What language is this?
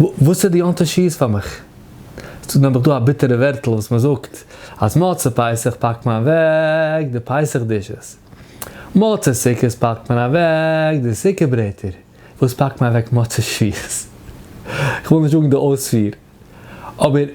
Yiddish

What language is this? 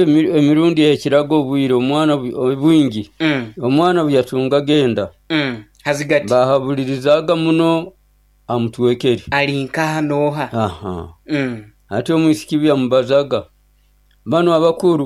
Nyoro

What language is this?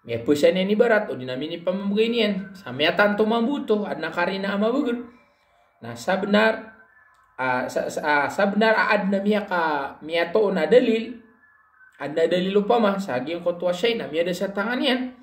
Maranao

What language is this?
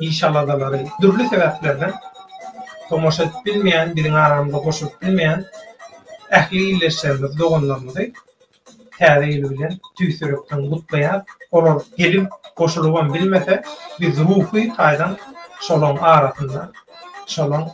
Turkmen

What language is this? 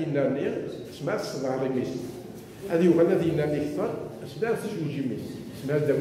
Kabyle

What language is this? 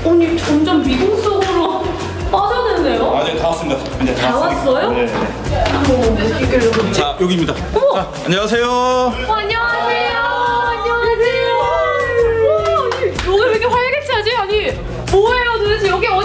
Korean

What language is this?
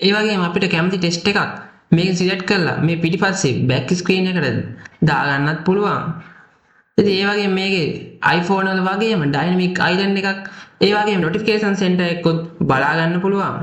Sinhala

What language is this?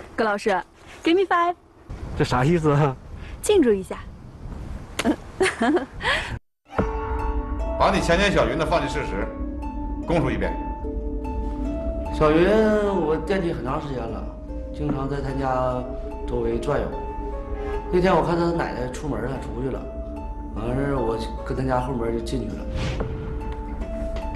Chinese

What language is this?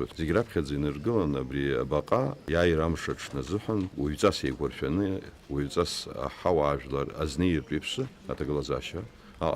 Abkhazian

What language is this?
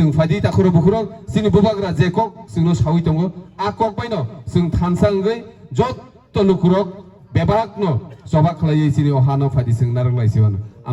Kok Borok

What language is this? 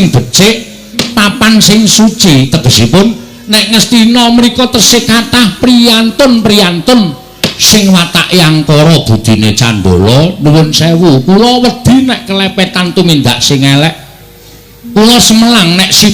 Javanese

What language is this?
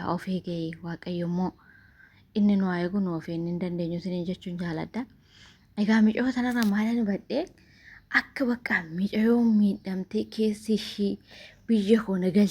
Oromo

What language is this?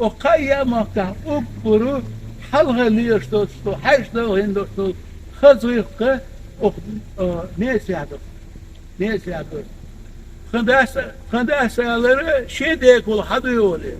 Ingush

